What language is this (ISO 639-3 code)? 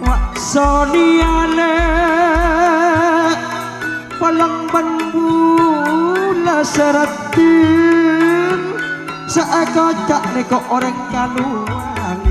mad